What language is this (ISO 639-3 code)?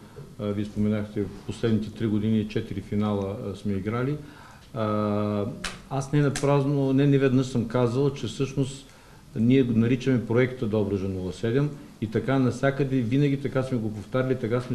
bul